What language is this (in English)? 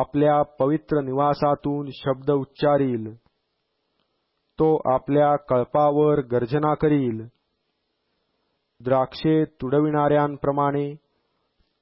Marathi